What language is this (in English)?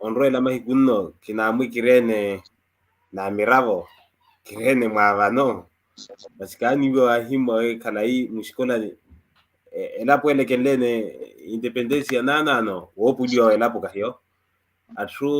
Makhuwa